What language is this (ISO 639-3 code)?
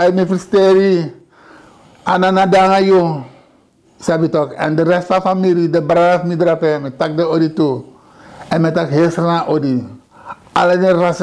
srn